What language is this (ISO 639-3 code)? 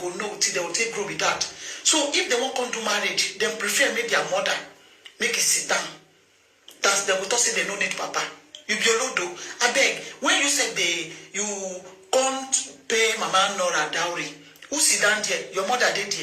pcm